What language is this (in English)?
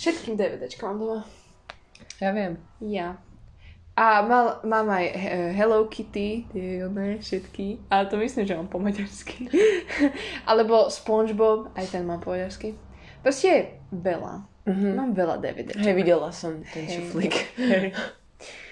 Slovak